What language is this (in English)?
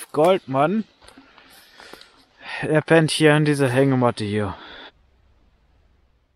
German